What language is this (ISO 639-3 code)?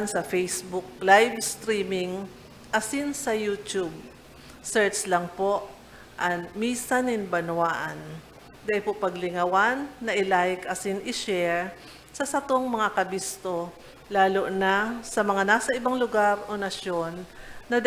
bik